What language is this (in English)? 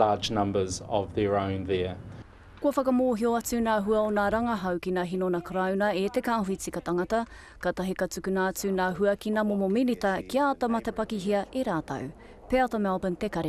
Māori